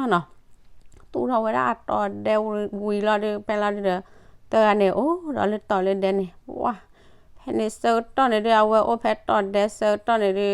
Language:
S'gaw Karen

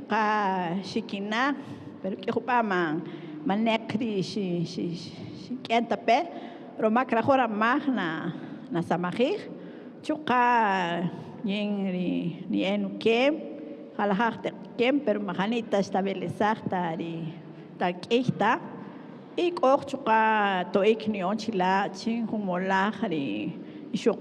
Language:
Kaqchikel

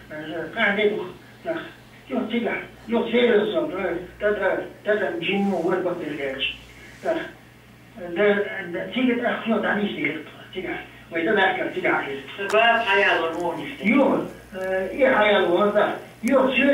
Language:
Chechen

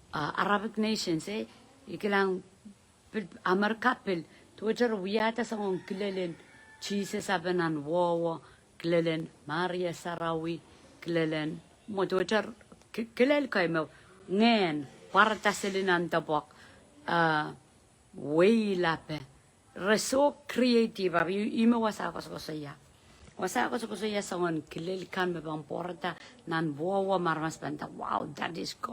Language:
Pohnpeian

